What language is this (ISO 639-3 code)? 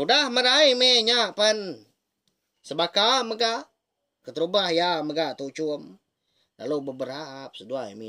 iba